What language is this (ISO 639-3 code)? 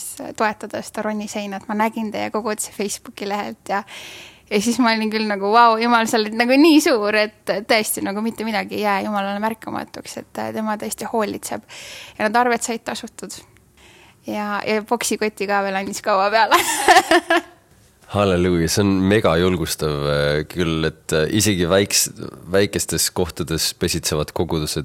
est